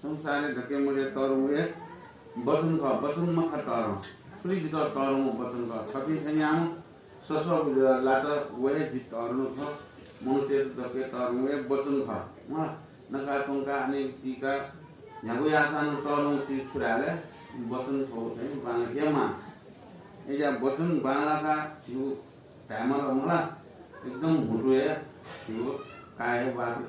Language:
Newari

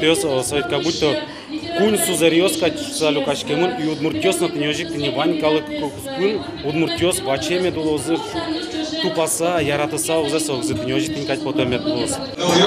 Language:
Udmurt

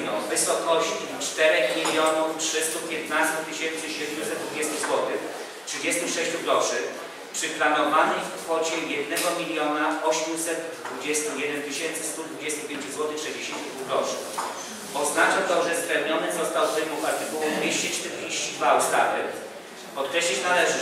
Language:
Polish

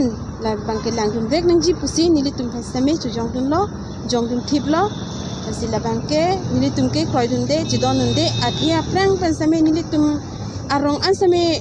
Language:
Karbi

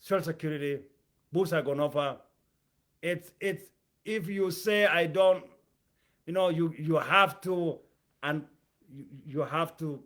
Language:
English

